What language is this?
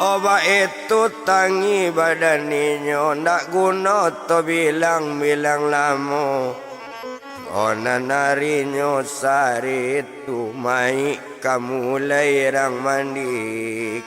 Minangkabau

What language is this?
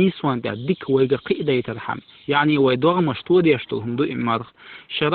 Chechen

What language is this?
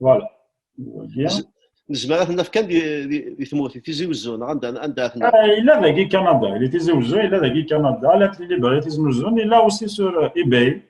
Kabyle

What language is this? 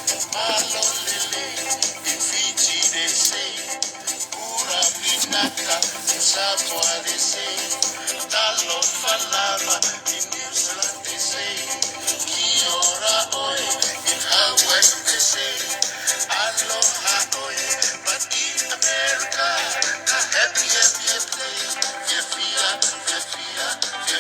Tongan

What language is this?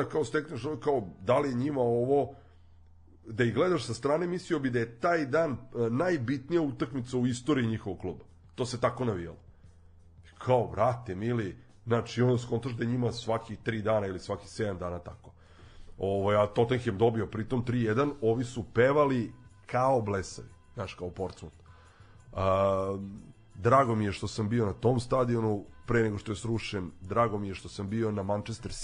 Serbian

